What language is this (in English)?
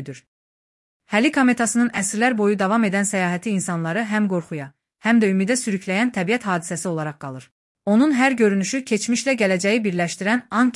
Azerbaijani